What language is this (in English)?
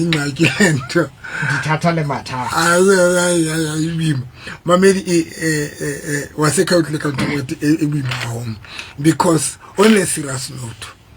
Southern Sotho